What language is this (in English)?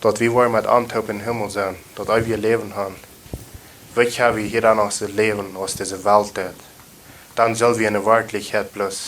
Plautdietsch